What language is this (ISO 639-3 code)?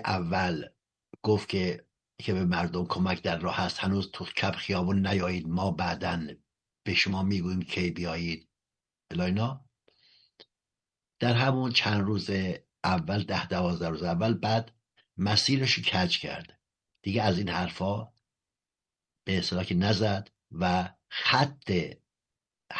fas